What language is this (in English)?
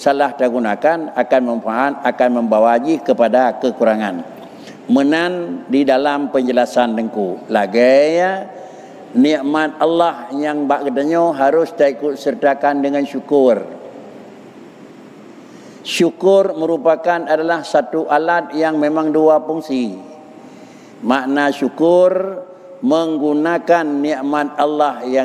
Malay